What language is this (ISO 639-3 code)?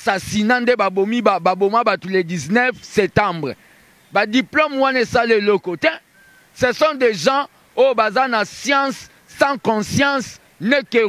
lin